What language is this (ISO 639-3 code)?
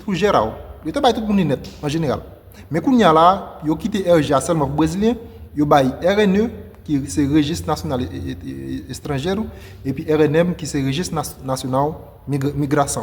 hat